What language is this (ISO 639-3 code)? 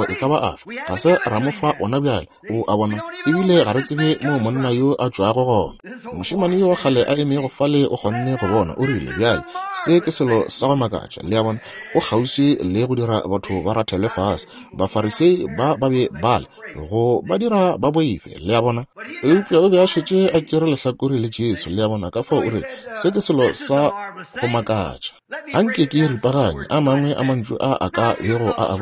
nso